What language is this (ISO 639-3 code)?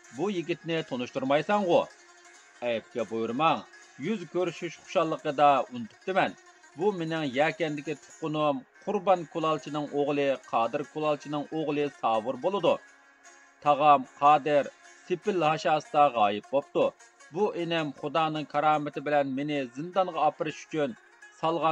uig